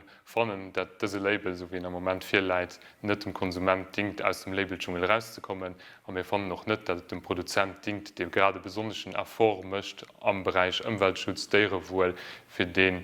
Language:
Luxembourgish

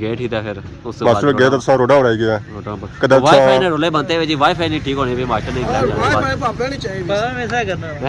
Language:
Pahari-Potwari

